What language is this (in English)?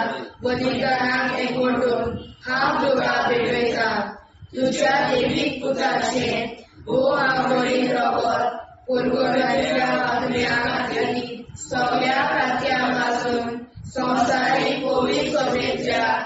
Konkani